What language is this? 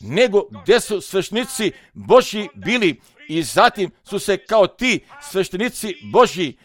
Croatian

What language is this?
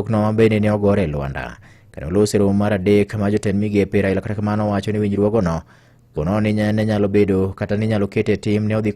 Luo (Kenya and Tanzania)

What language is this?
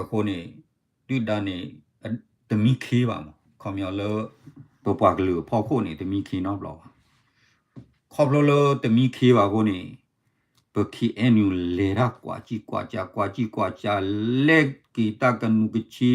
S'gaw Karen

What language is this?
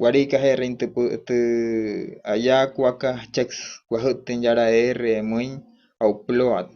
Wayuu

